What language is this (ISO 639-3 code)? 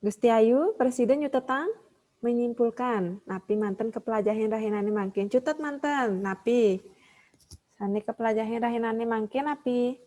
ban